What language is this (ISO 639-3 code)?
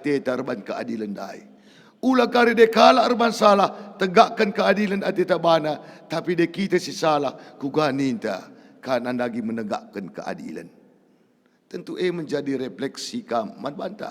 btx